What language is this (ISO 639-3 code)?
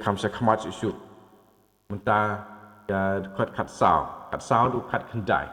kha